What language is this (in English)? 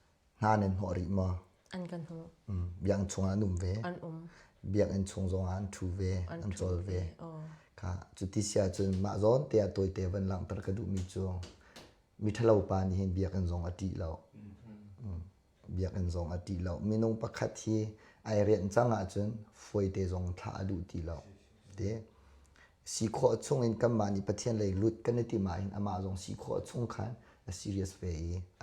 Hakha Chin